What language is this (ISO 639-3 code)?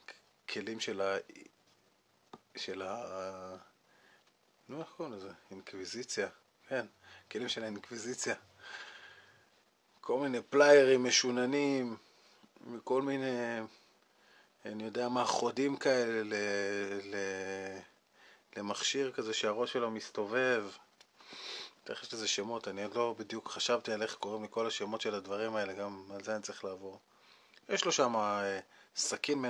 heb